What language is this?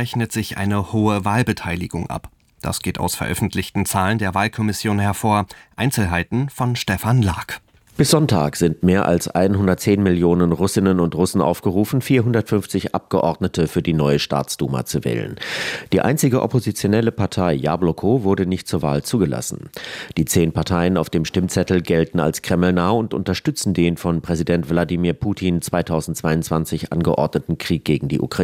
German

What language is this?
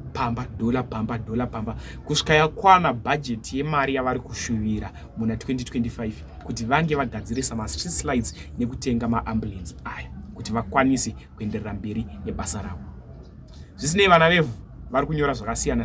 Shona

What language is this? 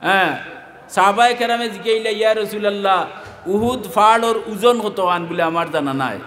Sylheti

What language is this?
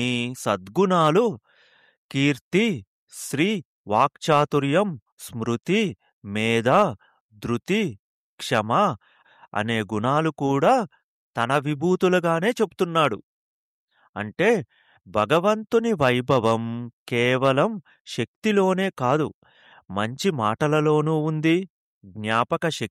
Telugu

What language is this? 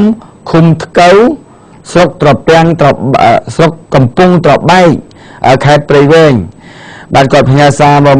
Khmer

